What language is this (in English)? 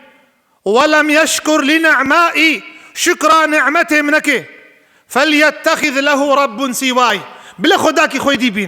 Kurdish